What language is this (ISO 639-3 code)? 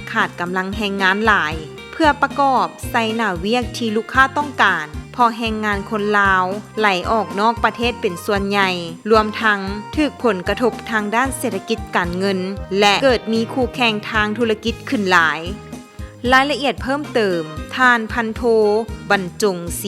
lao